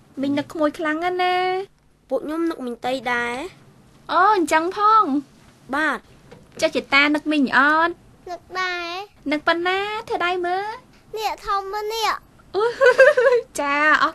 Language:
Khmer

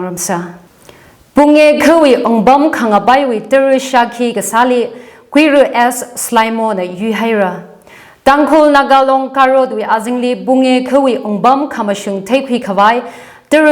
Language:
Tangkhul Naga (India)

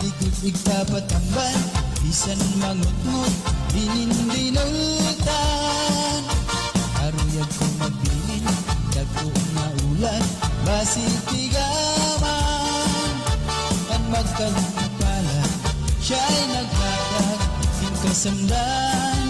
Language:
Waray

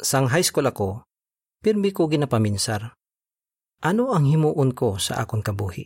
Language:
Hiligaynon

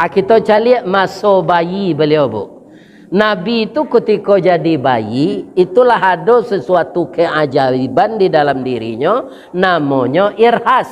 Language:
Minangkabau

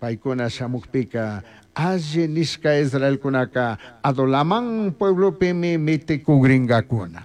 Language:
Chimborazo Highland Quichua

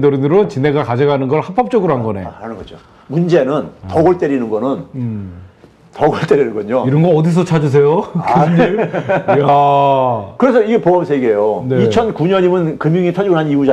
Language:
Korean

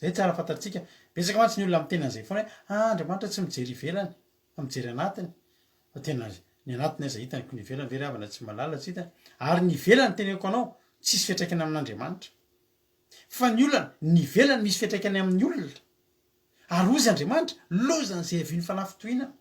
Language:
Malagasy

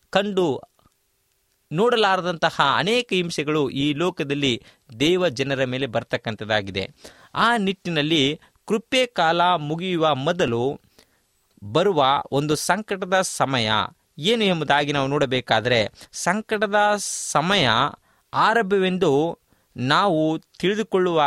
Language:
Kannada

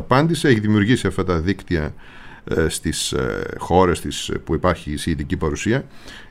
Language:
Greek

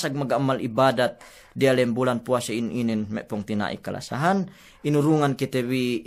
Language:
Yakan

